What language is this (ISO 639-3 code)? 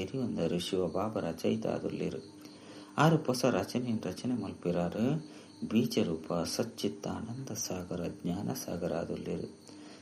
tcy